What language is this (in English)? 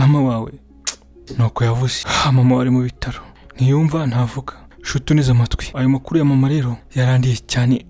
Kinyarwanda